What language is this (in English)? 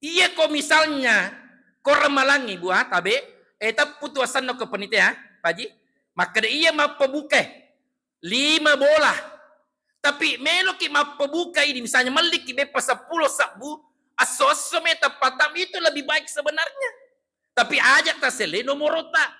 Buginese